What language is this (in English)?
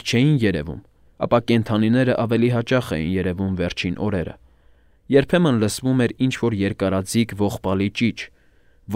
Armenian